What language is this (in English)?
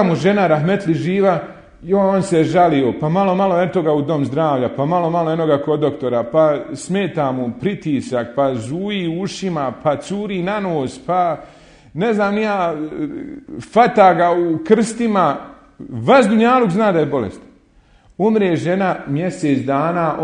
Bosnian